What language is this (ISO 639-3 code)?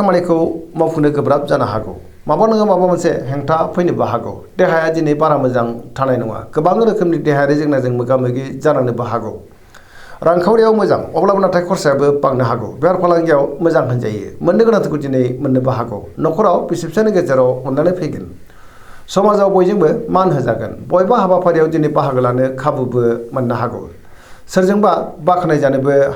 brx